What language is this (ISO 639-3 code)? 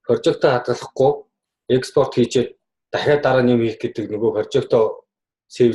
mon